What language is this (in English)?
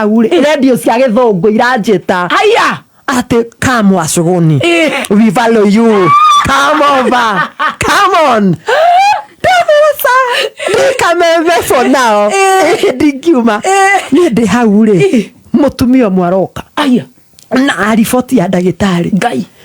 Kikuyu